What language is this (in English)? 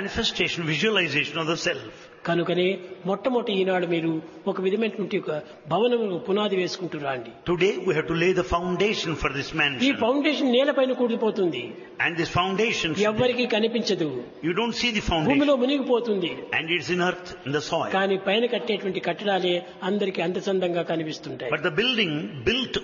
Telugu